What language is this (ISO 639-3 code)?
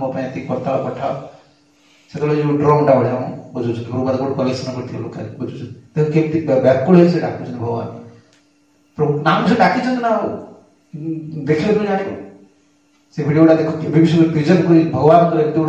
ori